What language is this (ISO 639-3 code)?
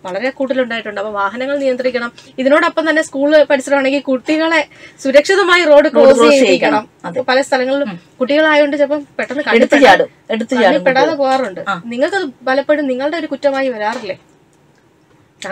mal